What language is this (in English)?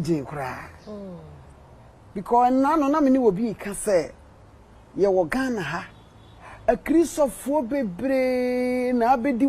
Akan